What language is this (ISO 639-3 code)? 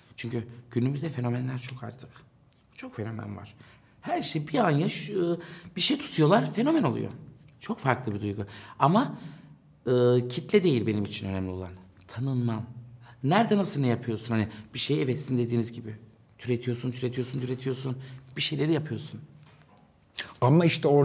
tur